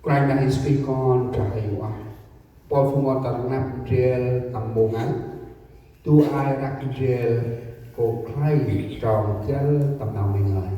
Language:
Central Mnong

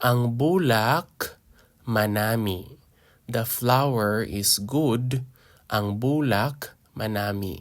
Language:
Hiligaynon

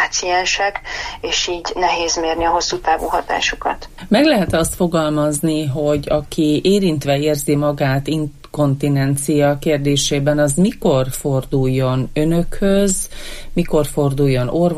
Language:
Hungarian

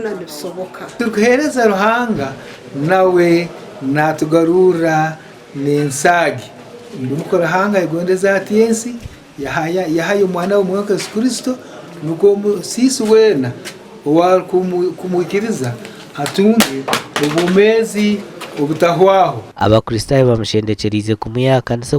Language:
Nyankole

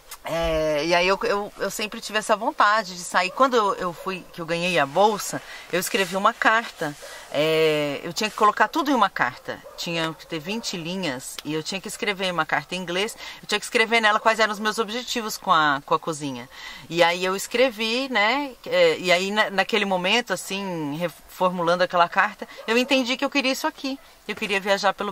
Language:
Portuguese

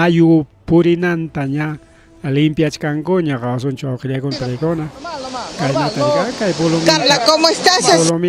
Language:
Ayacucho Quechua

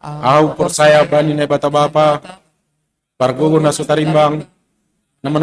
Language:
Batak Simalungun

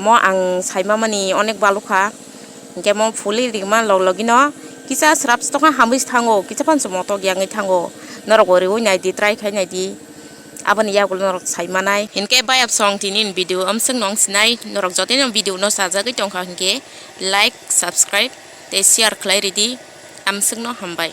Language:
Kok Borok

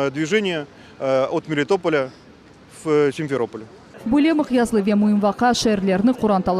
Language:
Crimean Tatar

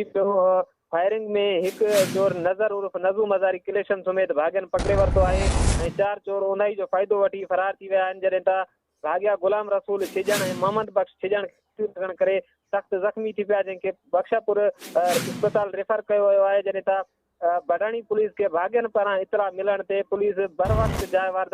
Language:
Sindhi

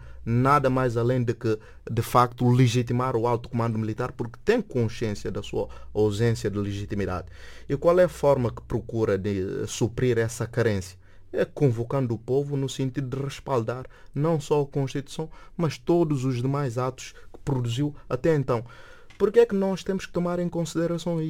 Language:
Portuguese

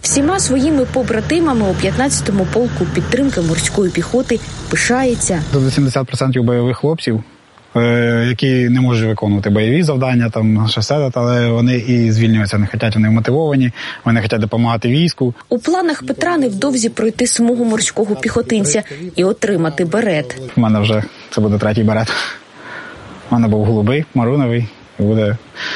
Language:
Ukrainian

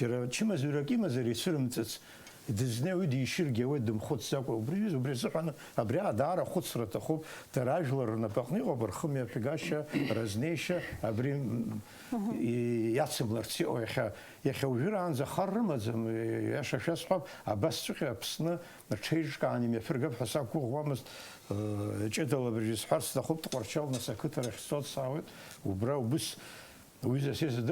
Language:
Abkhazian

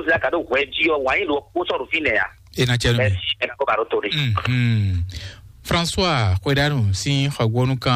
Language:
Fon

